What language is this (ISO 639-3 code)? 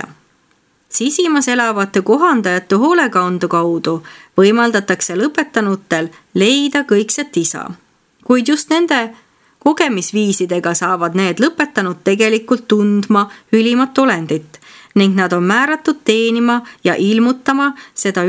est